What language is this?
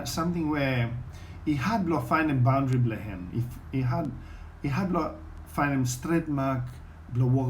Bislama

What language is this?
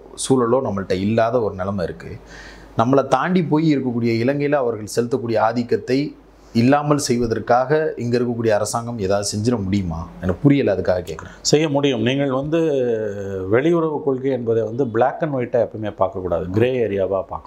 Tamil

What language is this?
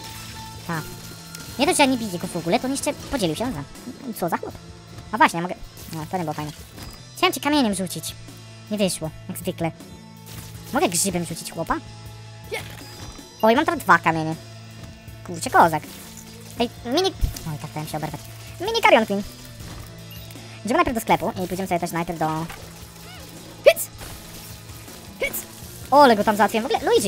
Polish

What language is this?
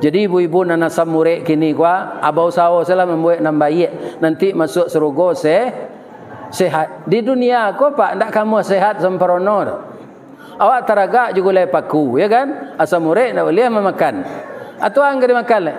Minangkabau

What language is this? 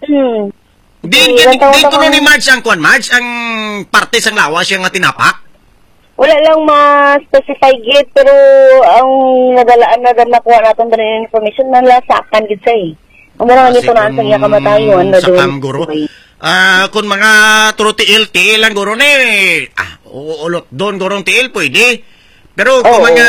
Hiligaynon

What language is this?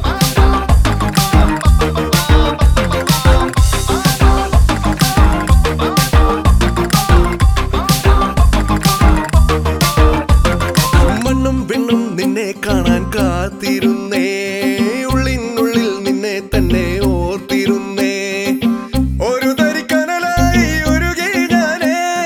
Malayalam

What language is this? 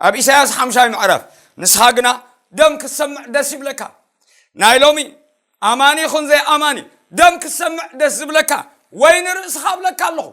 Tigrinya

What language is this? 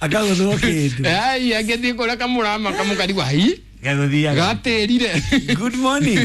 Kikuyu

